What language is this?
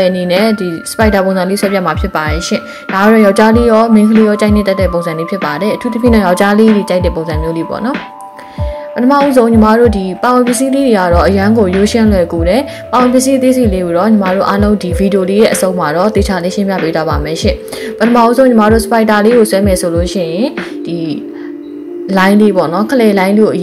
Burmese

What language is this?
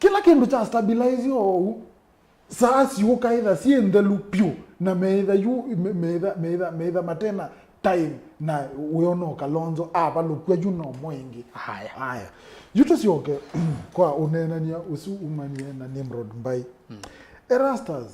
Kamba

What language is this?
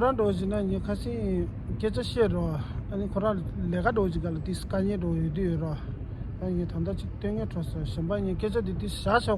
Tibetan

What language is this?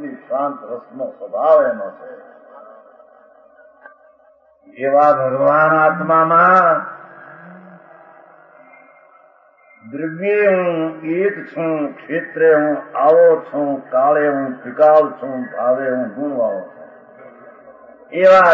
Gujarati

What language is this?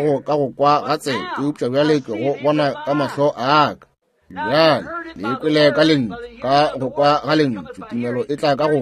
Northern Sotho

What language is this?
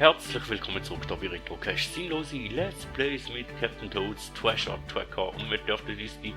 Swiss German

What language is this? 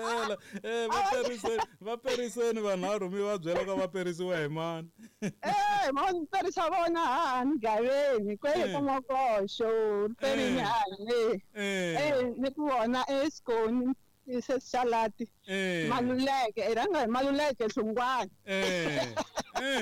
Tsonga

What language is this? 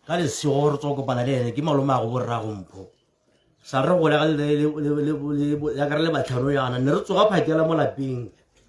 Tswana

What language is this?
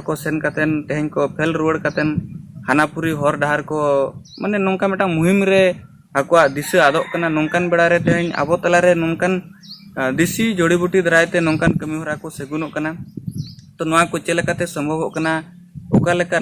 Santali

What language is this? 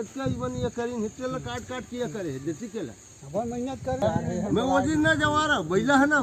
Chhattisgarhi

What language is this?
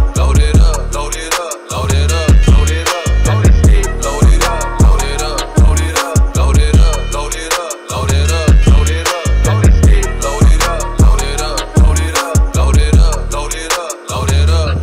English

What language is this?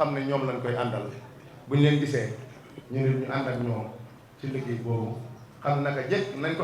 Wolof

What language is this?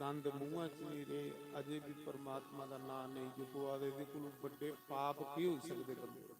Dogri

